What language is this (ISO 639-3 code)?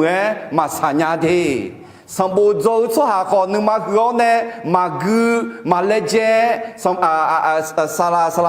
ahk